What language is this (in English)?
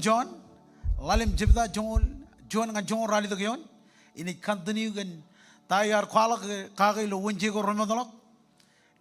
Marshallese